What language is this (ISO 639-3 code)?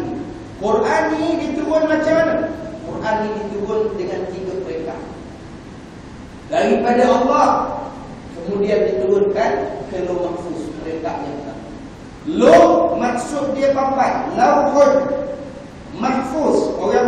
msa